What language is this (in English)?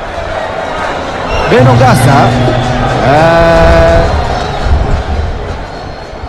Swahili